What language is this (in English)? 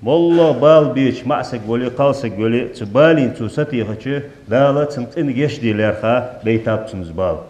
Ingush